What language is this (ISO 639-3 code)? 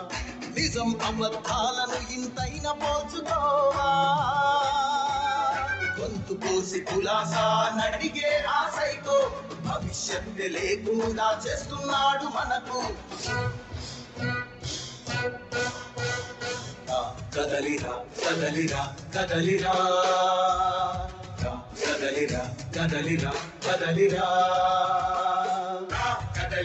tel